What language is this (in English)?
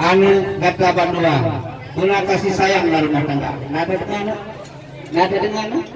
Achinese